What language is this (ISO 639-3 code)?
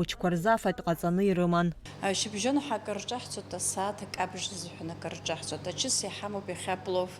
abk